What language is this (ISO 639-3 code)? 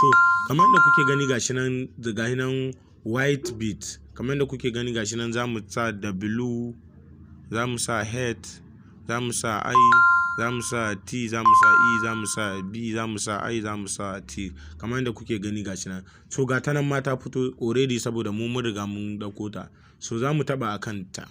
hau